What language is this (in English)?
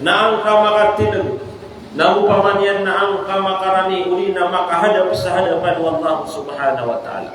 Maranao